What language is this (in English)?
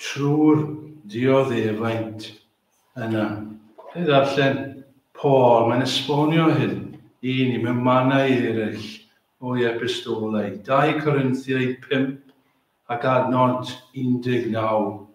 Welsh